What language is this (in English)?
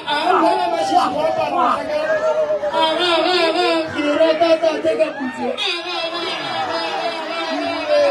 Northern Sotho